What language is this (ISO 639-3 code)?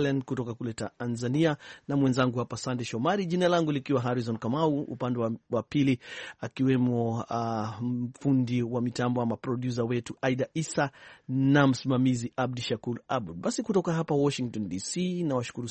swa